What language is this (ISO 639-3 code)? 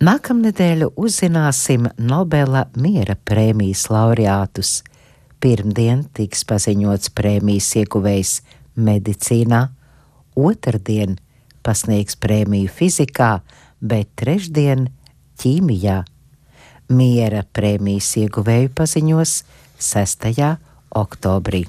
lav